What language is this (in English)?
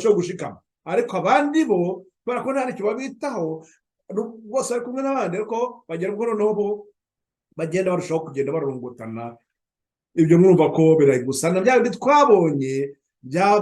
Kinyarwanda